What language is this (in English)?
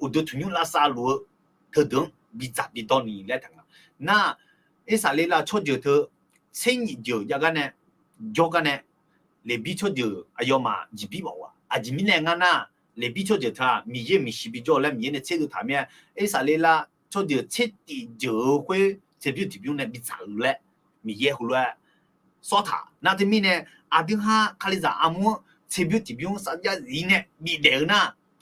Akha